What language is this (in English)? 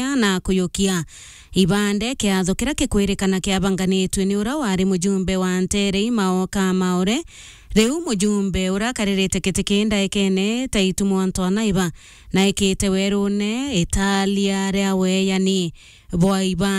Meru